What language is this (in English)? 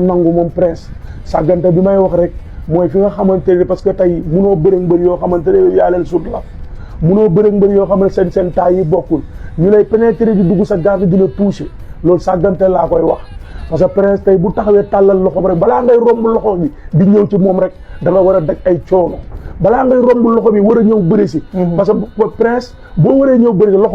Wolof